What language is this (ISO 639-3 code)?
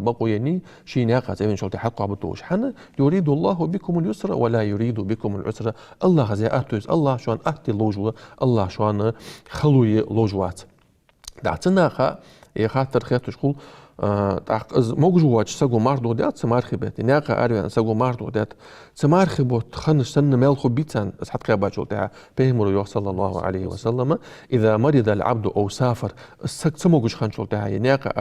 inh